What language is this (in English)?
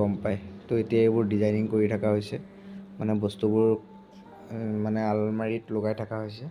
Assamese